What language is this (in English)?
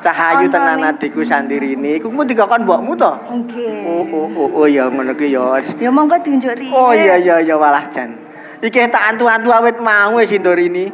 Javanese